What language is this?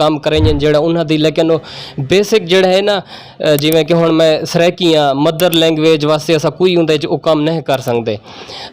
Saraiki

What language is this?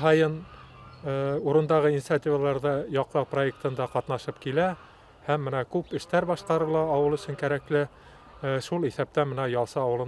Bashkir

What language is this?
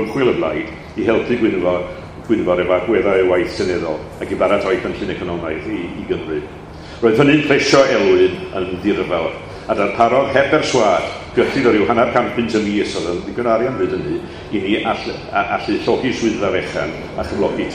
Welsh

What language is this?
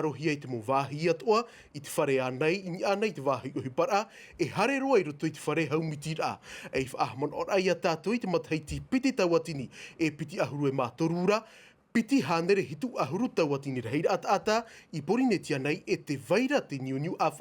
Tahitian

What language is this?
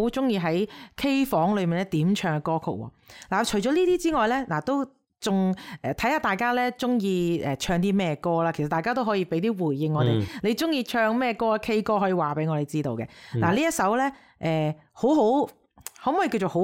Cantonese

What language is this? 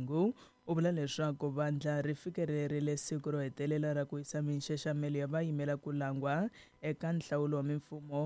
Tsonga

